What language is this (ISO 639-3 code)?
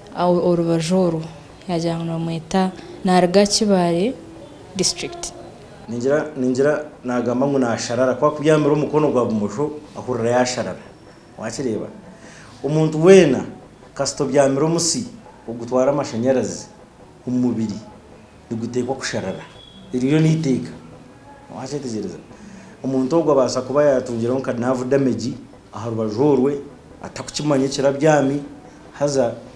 nyn